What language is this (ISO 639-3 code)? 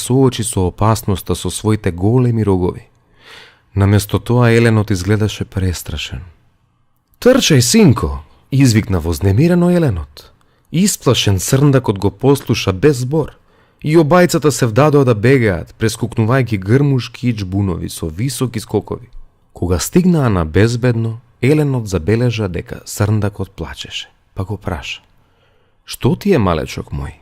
mkd